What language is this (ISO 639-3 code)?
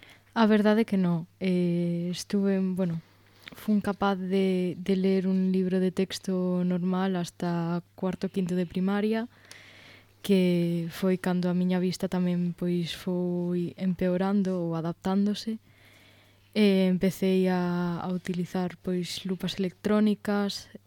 glg